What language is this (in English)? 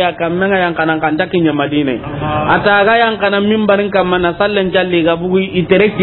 Soninke